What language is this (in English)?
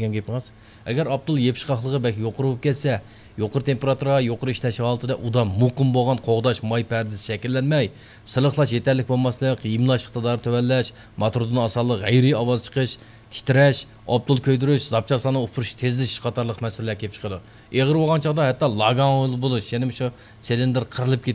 Uyghur